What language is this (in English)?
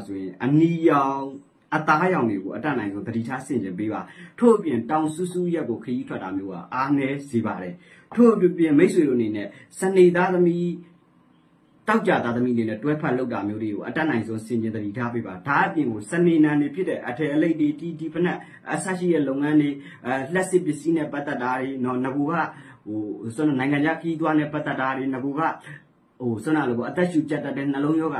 Burmese